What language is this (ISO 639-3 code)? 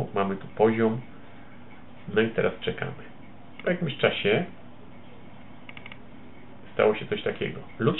pol